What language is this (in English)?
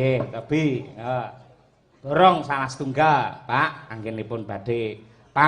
Javanese